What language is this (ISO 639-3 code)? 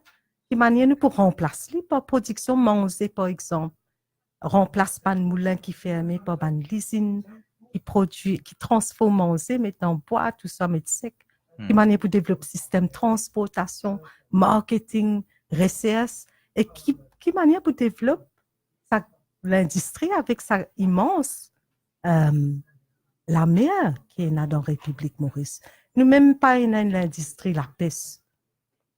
mfe